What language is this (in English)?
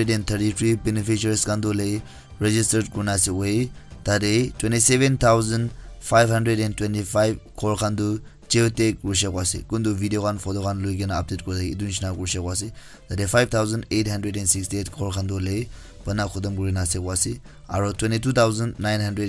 Naga Pidgin